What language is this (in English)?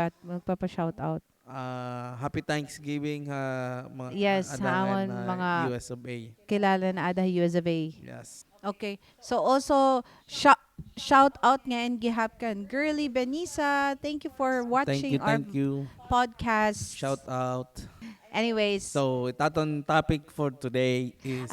Waray